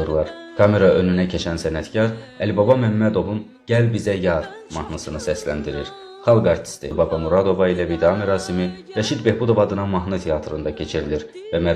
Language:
South Azerbaijani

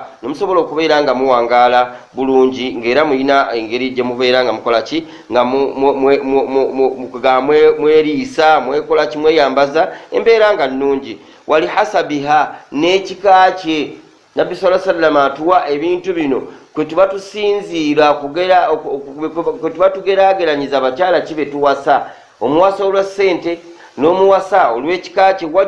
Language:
Ganda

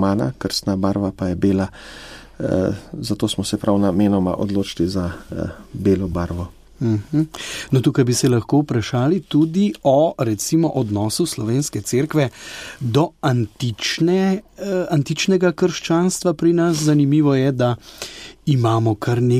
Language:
Slovenian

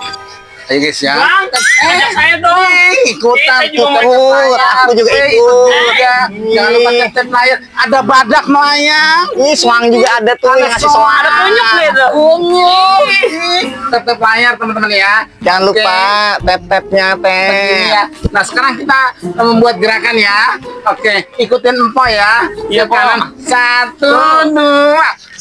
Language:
Betawi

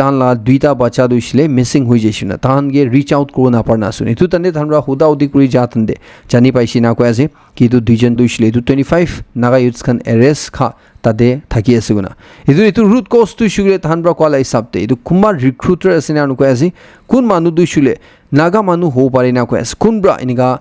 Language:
Naga Pidgin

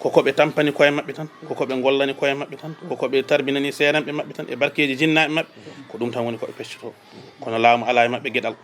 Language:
Fula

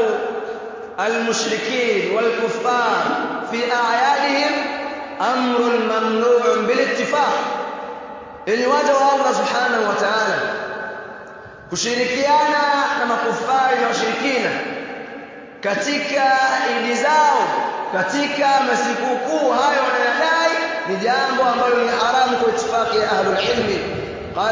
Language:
Swahili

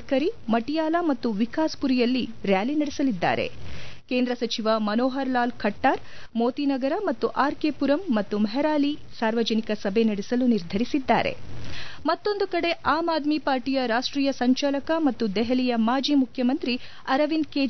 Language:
Kannada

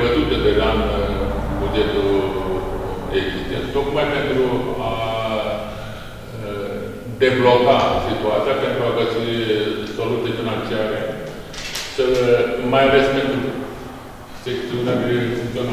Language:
Romanian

